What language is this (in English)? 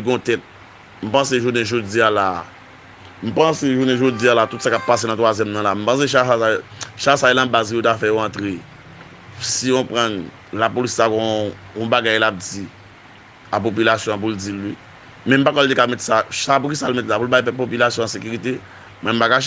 Haitian Creole